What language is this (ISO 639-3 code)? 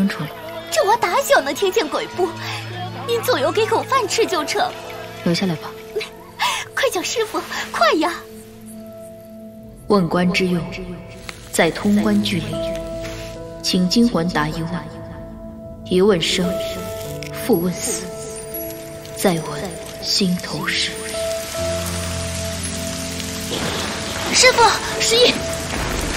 zho